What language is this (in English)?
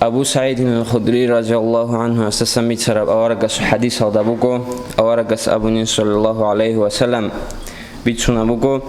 Avaric